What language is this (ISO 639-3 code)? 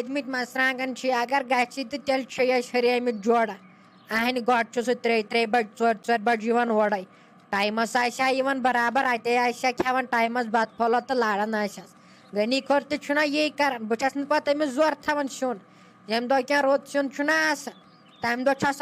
kas